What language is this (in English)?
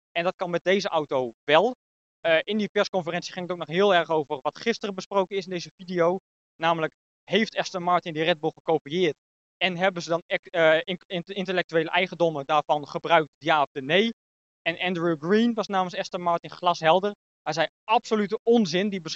Dutch